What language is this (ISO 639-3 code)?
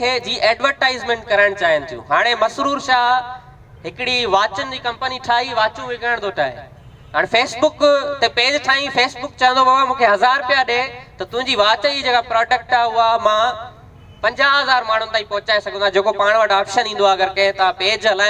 snd